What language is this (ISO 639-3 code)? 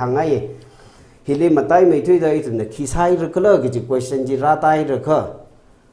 nmf